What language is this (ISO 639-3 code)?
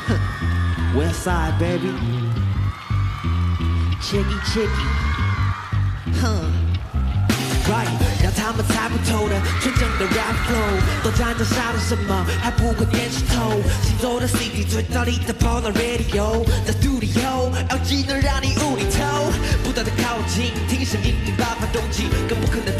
zho